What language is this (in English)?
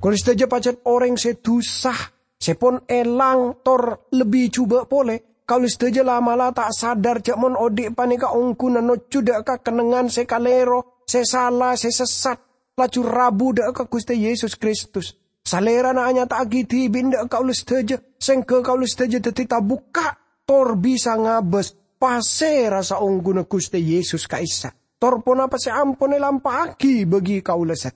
Madurese